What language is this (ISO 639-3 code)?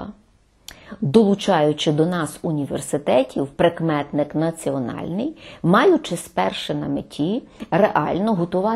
ukr